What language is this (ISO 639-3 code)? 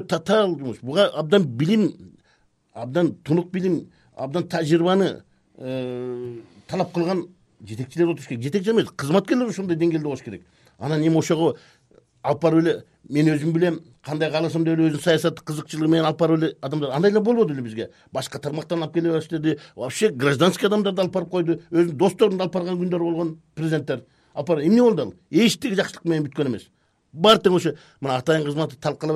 kir